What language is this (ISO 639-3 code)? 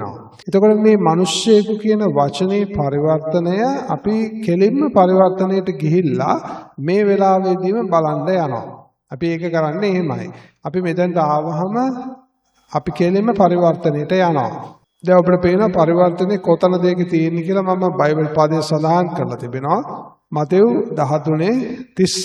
sin